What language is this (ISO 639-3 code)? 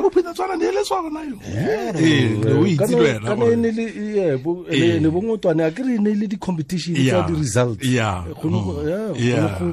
tsn